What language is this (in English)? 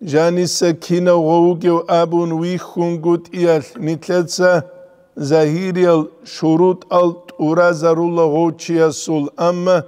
Avaric